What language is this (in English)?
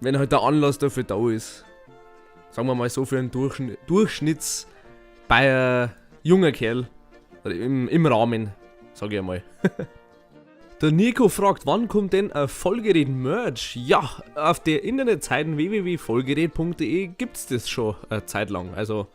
Bavarian